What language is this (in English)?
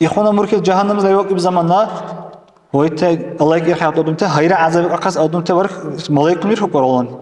Dargwa